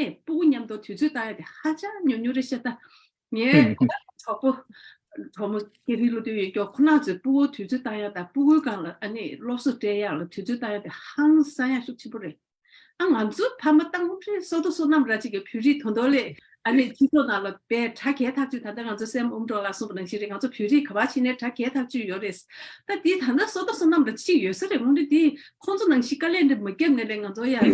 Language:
Tibetan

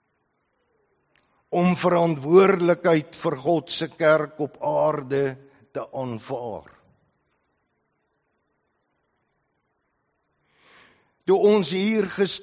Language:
Afrikaans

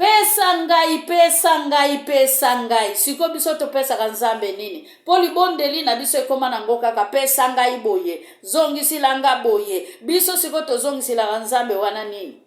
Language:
Lingala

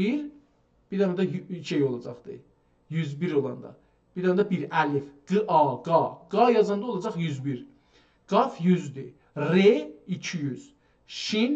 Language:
South Azerbaijani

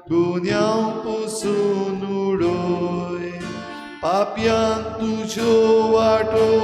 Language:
Konkani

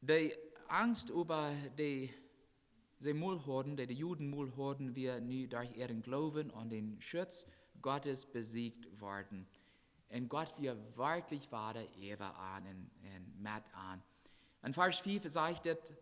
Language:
Plautdietsch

